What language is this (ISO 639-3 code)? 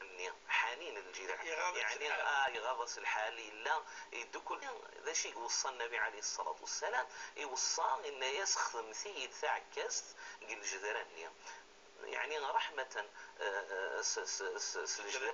kab